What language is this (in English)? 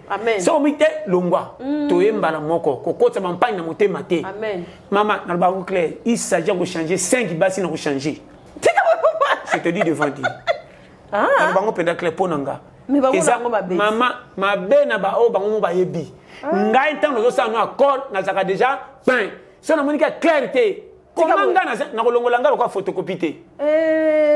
Lingala